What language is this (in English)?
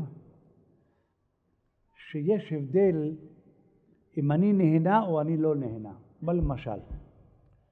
Hebrew